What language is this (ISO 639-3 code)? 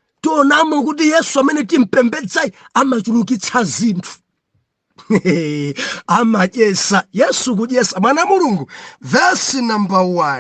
nya